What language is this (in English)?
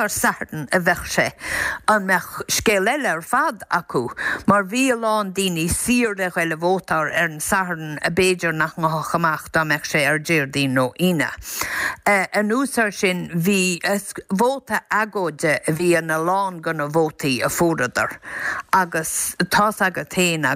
Irish